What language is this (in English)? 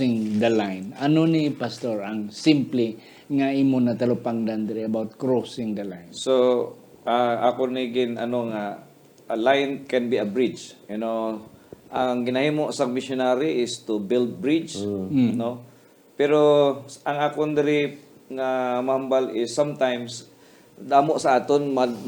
Hiligaynon